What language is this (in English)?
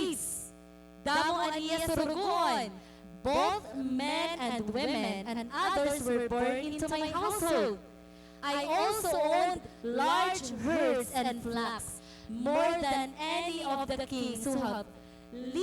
Waray